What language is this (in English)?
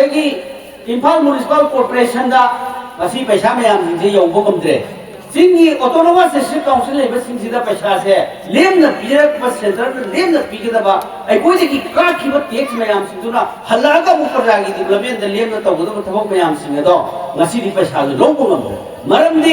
Manipuri